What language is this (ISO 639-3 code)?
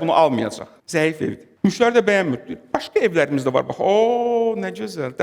aze